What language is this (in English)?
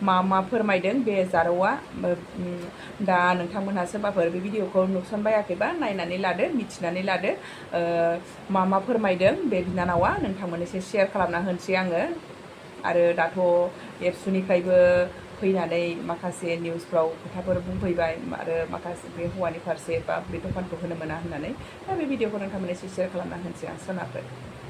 Bodo